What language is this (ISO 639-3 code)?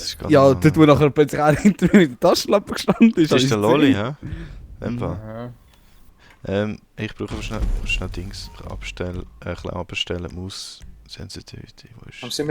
gsw